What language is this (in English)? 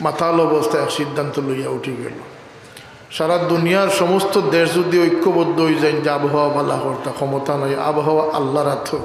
Sylheti